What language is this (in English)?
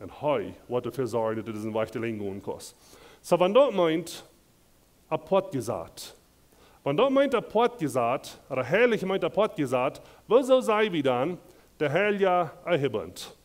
Plautdietsch